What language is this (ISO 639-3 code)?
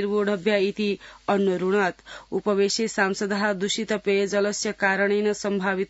san